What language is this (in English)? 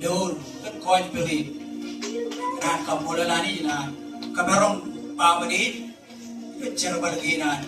Marshallese